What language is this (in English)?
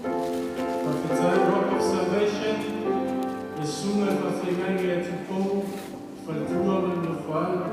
Samoan